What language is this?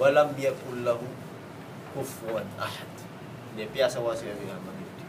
Tausug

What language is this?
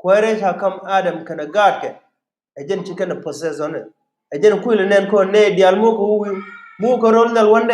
Nuer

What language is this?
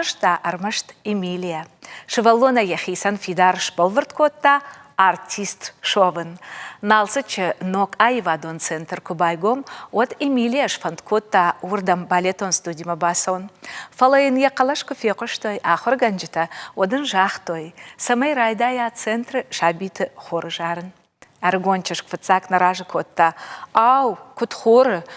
Ossetic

